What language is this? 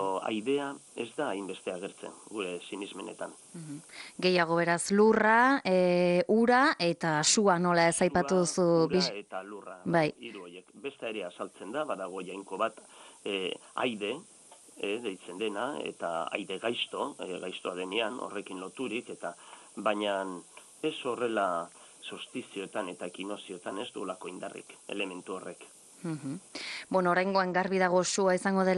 Basque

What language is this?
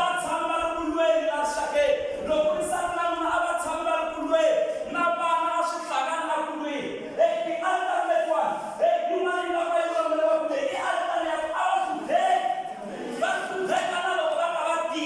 Tsonga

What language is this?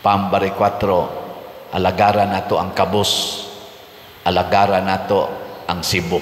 Cebuano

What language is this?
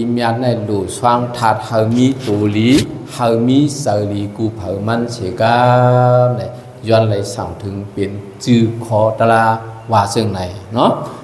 Shan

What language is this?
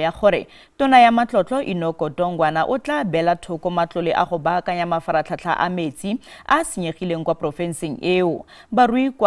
Tswana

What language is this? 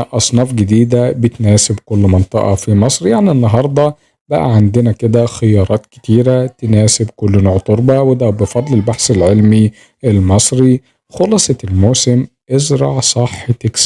Egyptian Arabic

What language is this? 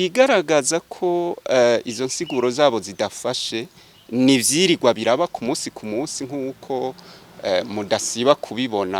Rundi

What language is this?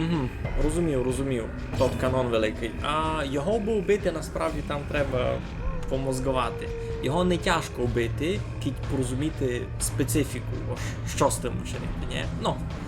Rusyn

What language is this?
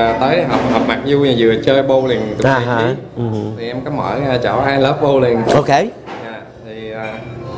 Vietnamese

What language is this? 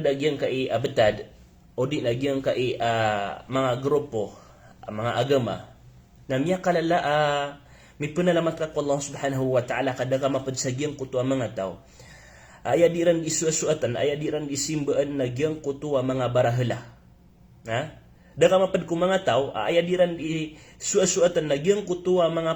Maranao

